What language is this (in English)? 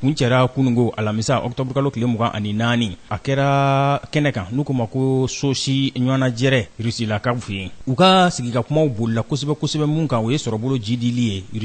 Bambara